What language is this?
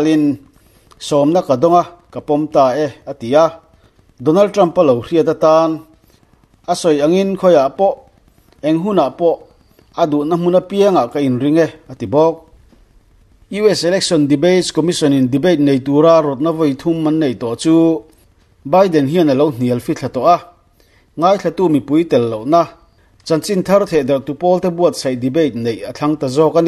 Mizo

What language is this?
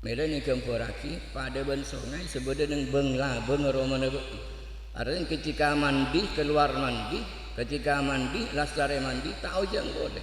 Madurese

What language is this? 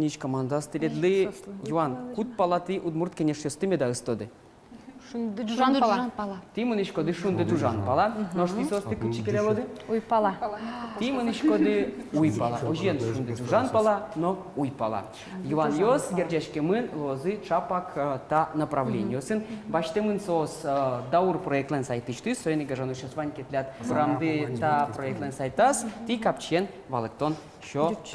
Udmurt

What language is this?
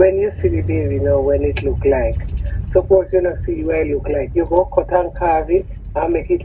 Jamaican Creole English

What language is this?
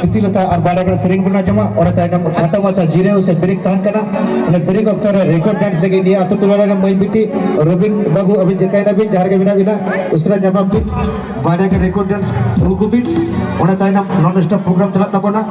Santali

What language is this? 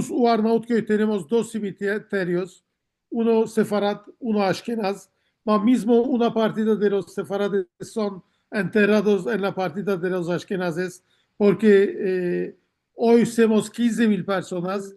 Ladino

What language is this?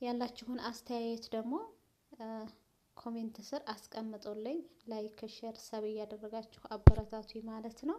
Amharic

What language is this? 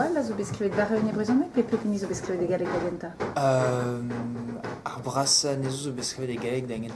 Breton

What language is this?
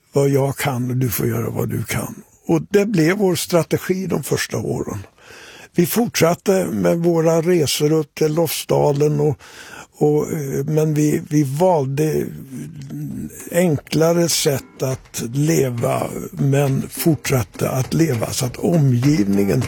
Swedish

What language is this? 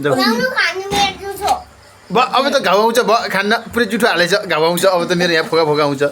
Nepali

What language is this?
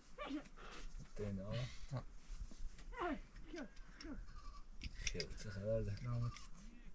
Persian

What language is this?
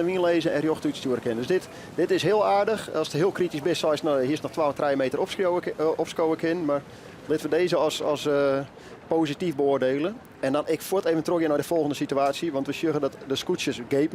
Western Frisian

